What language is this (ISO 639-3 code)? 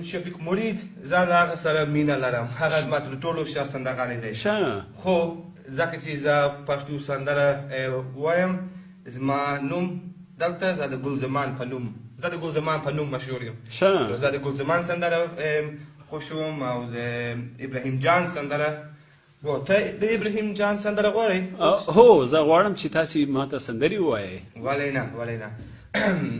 pus